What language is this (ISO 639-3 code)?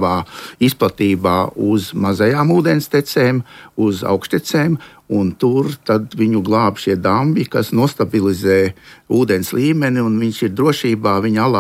lav